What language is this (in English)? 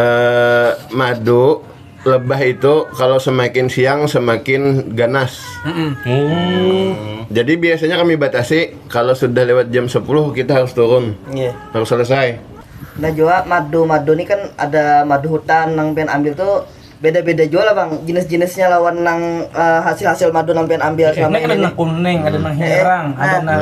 Banjar